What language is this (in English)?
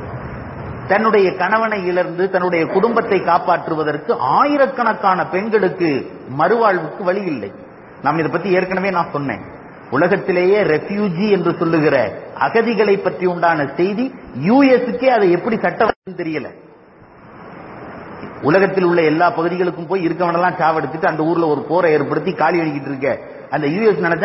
Tamil